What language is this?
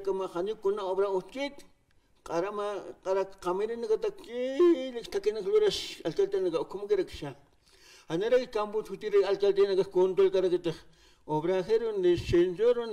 Aymara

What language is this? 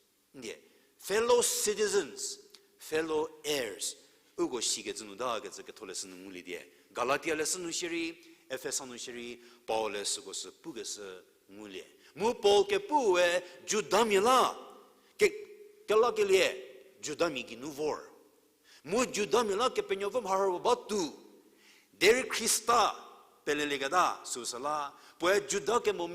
Angami Naga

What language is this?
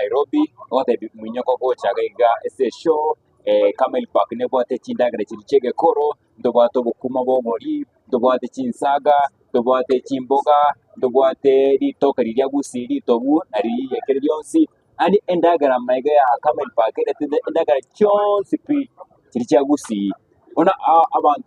Gusii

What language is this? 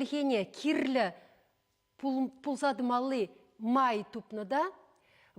Chuvash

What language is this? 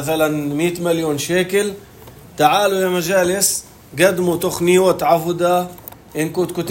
North Levantine Arabic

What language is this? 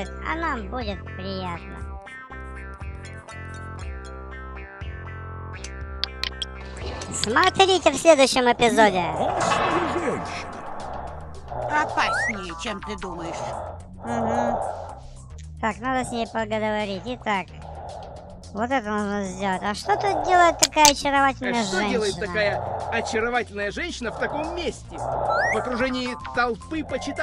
Russian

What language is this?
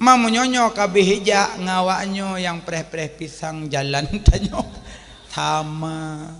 Achinese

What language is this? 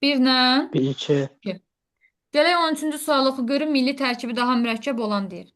Azerbaijani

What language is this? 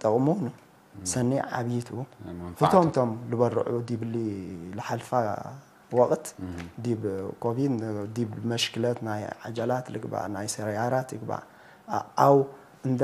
Tigre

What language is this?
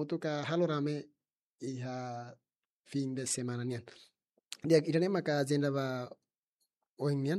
Tetum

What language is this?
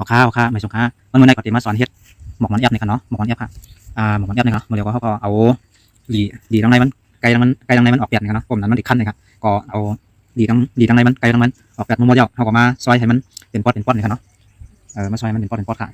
Shan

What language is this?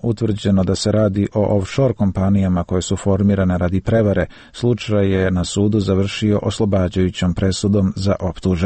Serbian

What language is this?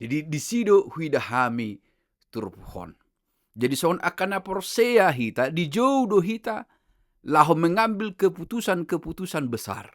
Batak Toba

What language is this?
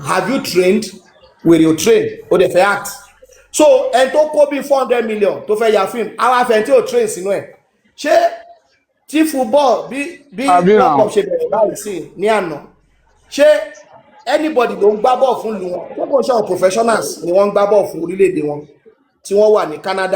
Yoruba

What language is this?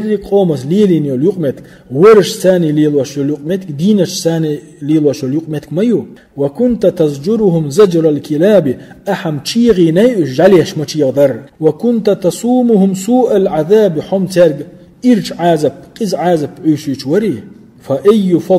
Chechen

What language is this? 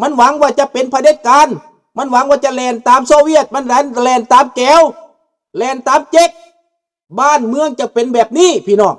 Lao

